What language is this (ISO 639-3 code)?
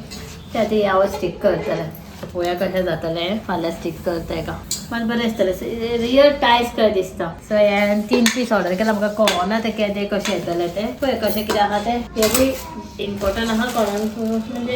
kok